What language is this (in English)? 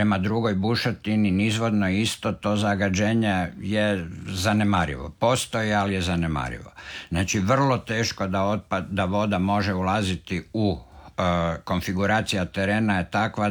Croatian